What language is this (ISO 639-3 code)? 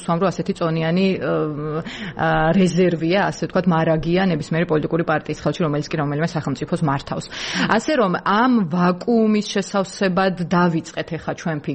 kat